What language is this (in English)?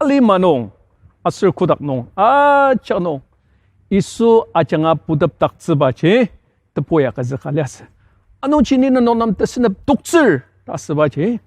Ao Naga